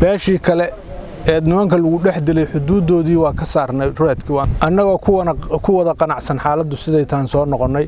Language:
Somali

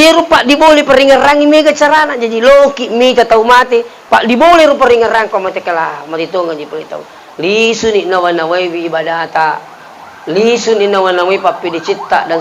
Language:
Buginese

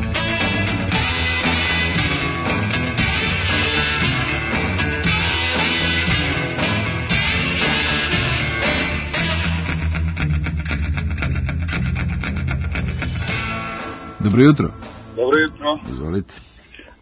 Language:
Serbian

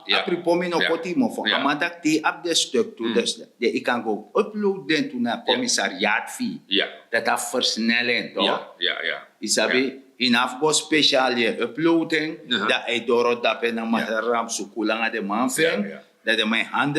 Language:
Sranan Tongo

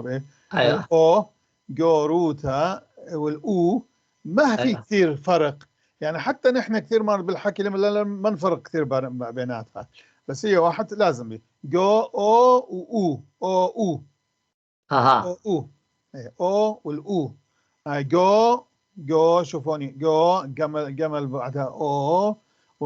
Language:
North Levantine Arabic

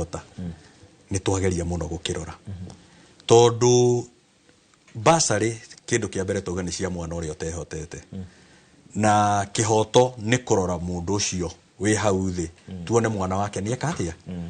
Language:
Kikuyu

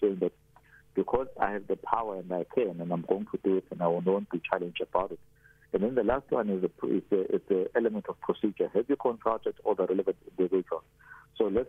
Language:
English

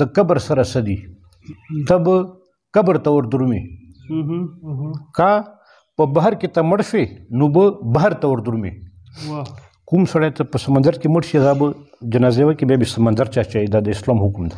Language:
Pashto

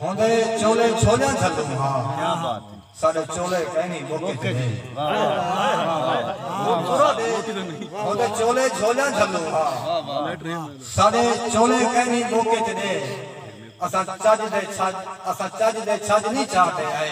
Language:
Saraiki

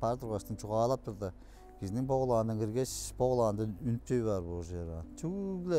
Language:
Tuvinian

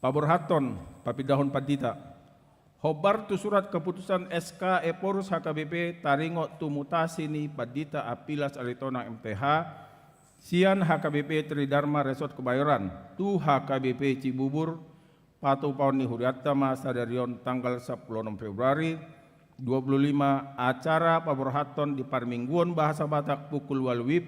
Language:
Batak Toba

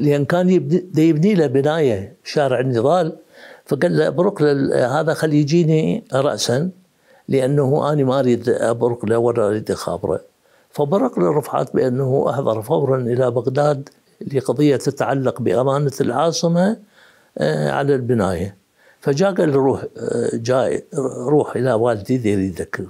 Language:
Mesopotamian Arabic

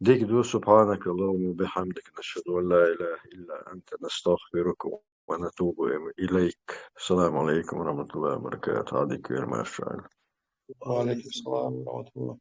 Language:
Chechen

